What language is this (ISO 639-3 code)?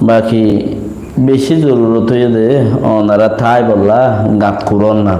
rhg